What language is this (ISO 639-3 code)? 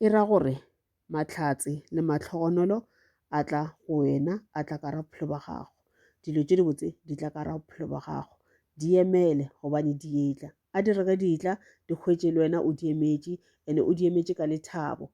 nso